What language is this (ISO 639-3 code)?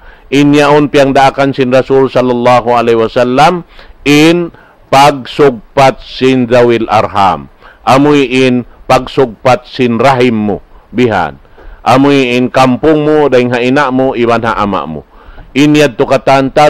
tsg